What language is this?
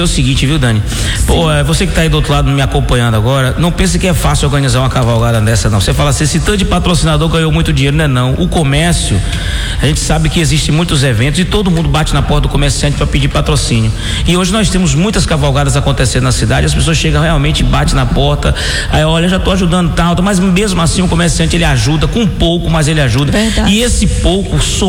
Portuguese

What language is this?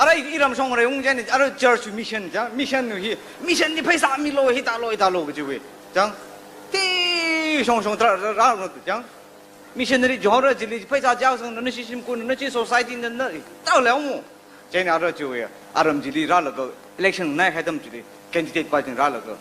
Tangkhul Naga (India)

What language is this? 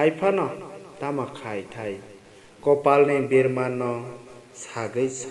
Kok Borok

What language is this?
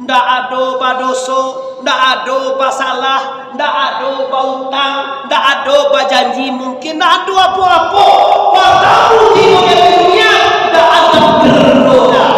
Minangkabau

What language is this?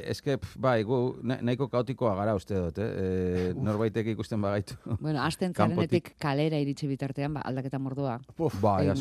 Basque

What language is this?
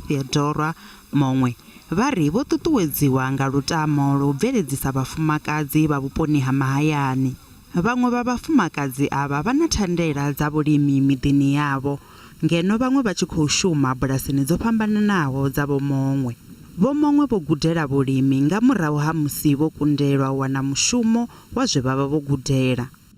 Venda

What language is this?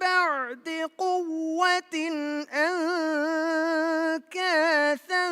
Divehi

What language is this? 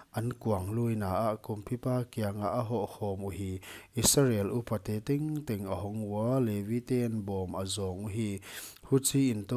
Paite Chin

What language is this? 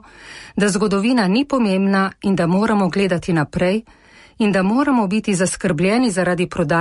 Slovenian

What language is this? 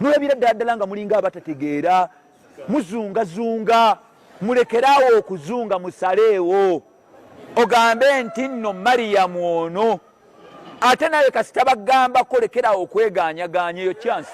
Ganda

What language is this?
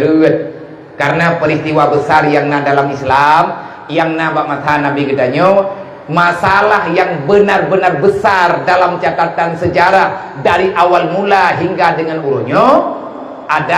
Achinese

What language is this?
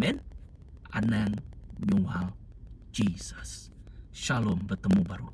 Iban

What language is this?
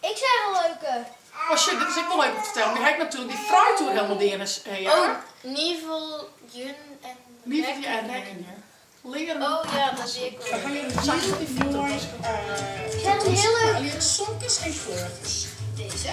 Western Frisian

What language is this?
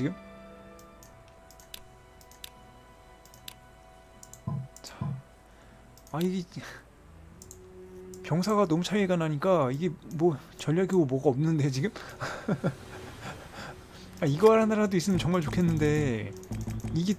Korean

